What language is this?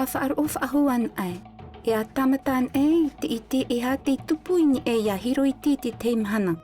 Tahitian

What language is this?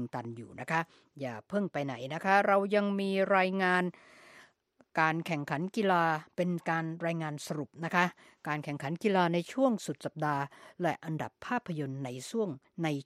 Thai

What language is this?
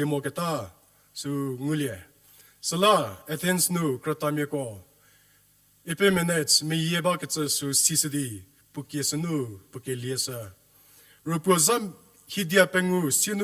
Angami Naga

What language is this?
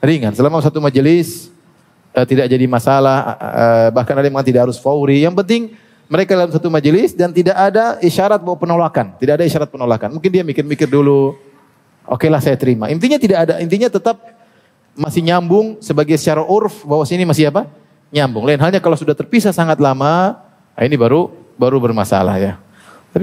Indonesian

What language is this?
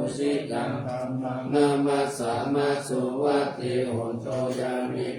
Pali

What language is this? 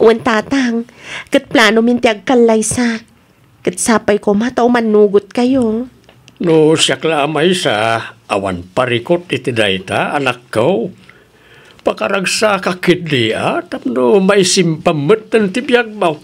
Iloko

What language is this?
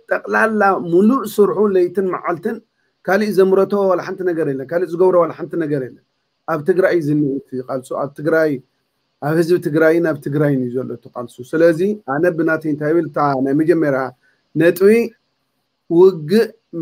Tigrinya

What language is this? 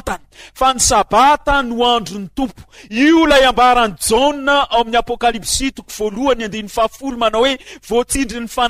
Malagasy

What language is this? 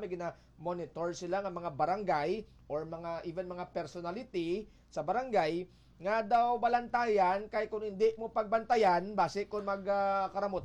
Hiligaynon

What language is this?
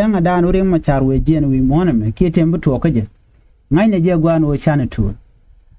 Nuer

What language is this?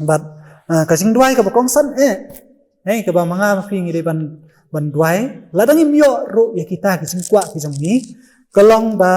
Khasi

